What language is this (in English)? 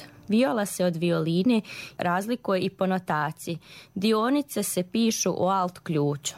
Croatian